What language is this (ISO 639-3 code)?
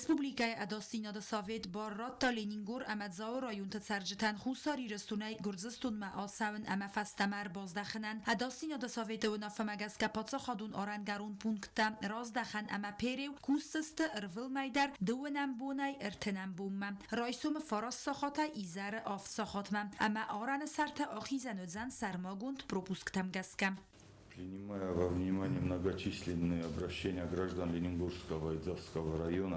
oss